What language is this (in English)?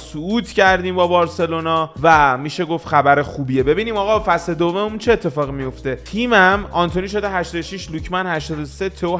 Persian